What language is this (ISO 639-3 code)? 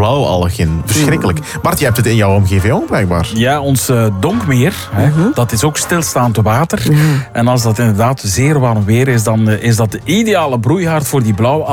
nld